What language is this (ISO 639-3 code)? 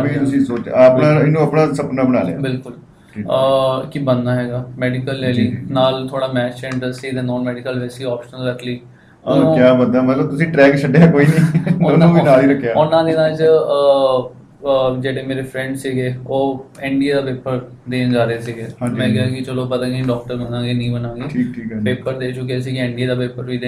pan